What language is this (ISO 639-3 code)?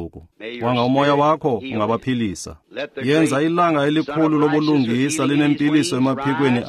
xho